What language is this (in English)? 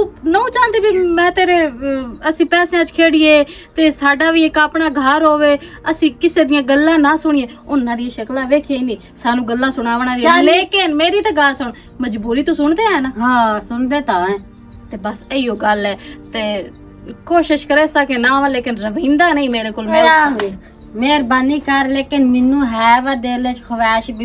Western Panjabi